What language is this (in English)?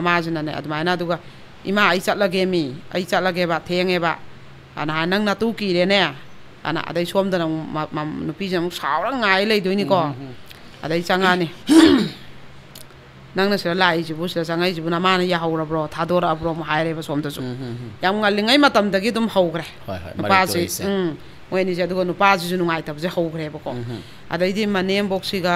Manipuri